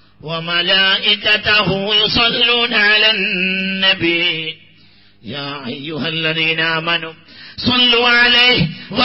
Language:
Malayalam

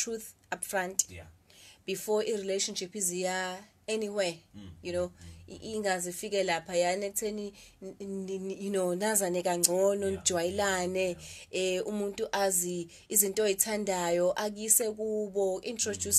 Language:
Zulu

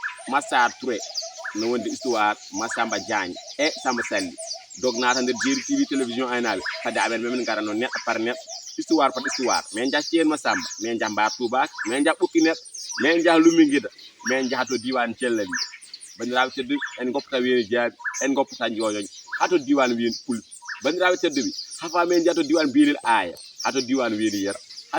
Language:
Fula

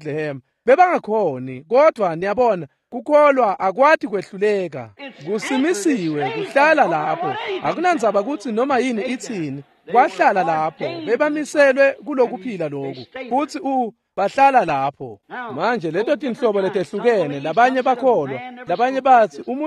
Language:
Swati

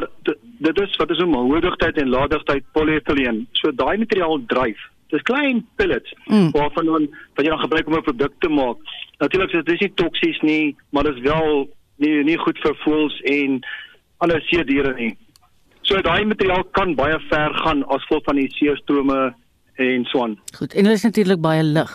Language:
Afrikaans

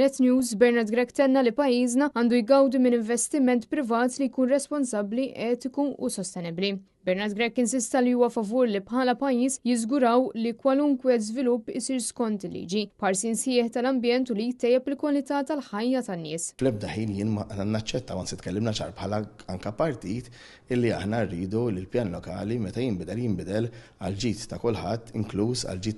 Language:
Maltese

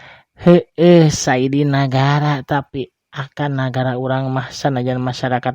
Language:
Sundanese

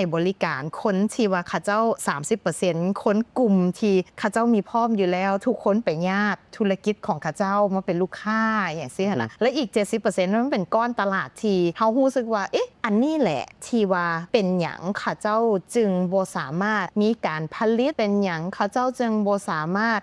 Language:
Lao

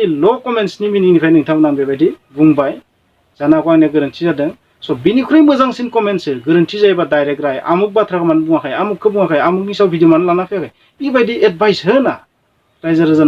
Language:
Bodo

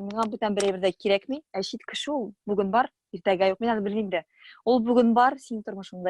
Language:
Tatar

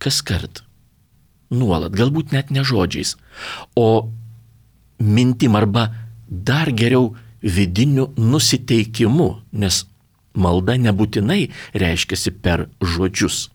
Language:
Lithuanian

